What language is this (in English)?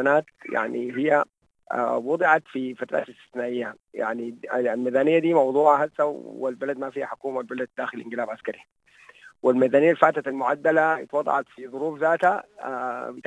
Sudanese Arabic